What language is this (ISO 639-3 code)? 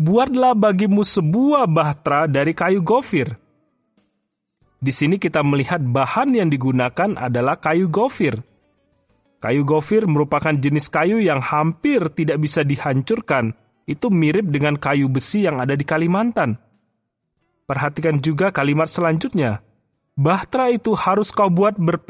ind